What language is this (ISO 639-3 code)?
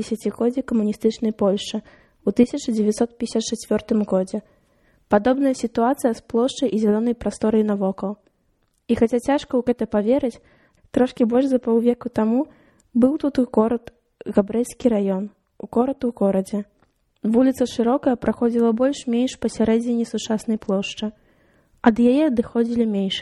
bel